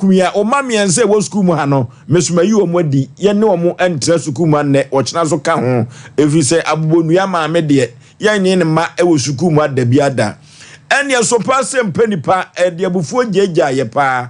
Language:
Akan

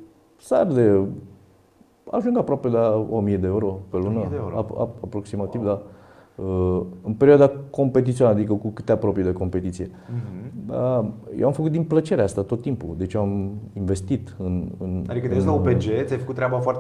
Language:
Romanian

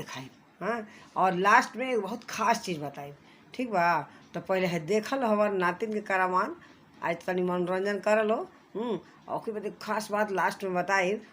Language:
Bhojpuri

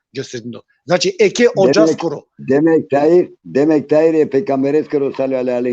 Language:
Balkan Romani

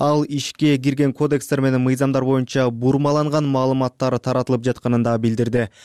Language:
Kyrgyz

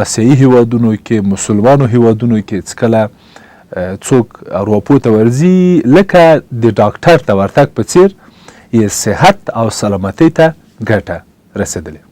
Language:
Pashto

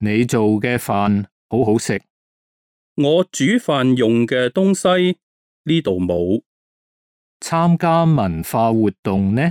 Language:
Cantonese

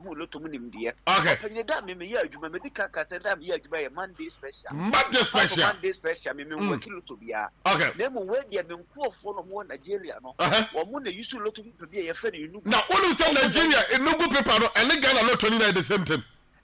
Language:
Akan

